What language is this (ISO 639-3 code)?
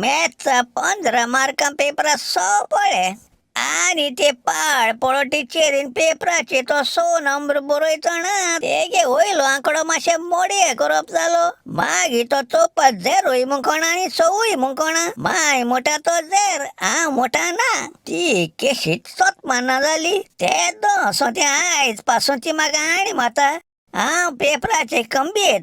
kok